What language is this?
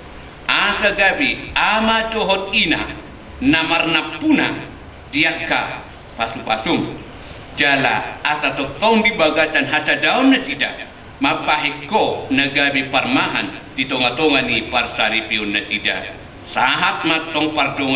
Batak Toba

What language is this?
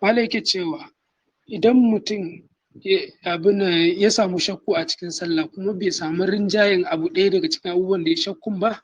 Hausa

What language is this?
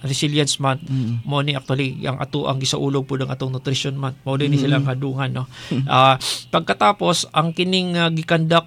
Cebuano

